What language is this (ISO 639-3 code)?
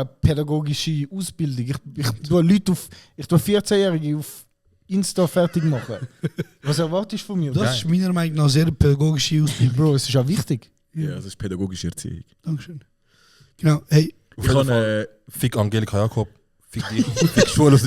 gsw